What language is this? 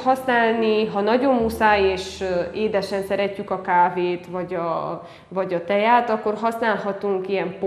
Hungarian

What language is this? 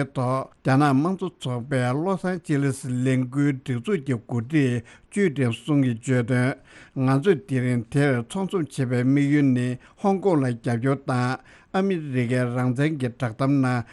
Tibetan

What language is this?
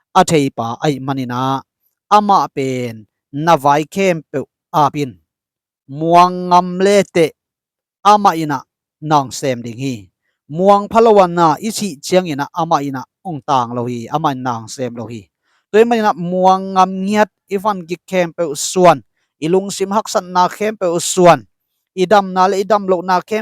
Tedim Chin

